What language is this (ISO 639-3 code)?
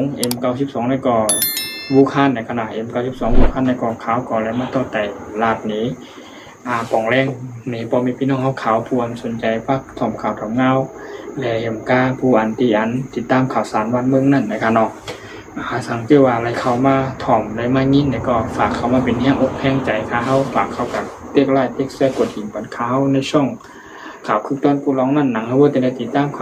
shn